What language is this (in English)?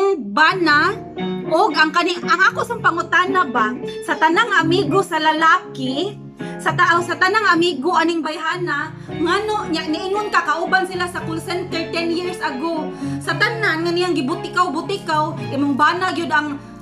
Cebuano